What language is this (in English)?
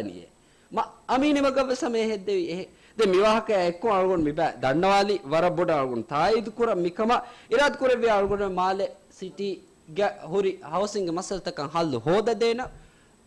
Divehi